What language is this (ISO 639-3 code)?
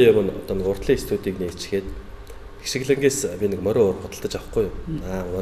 mon